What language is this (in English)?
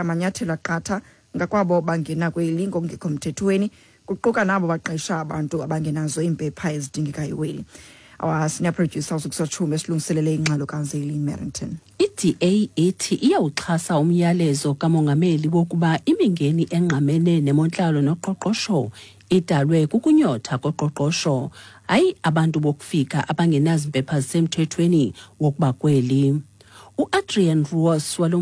Xhosa